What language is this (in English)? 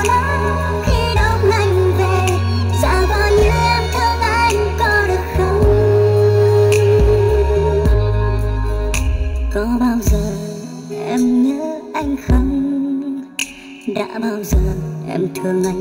Vietnamese